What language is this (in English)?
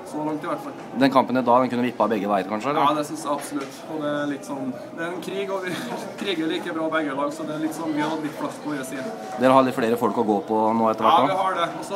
Norwegian